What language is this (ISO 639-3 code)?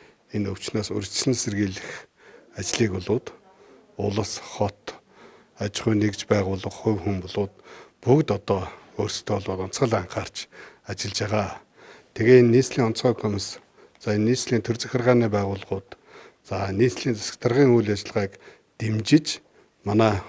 mon